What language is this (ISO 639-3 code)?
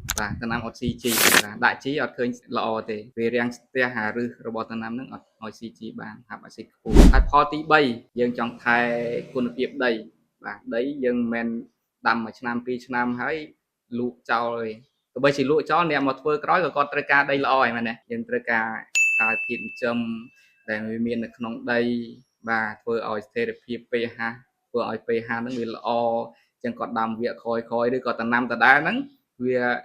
khm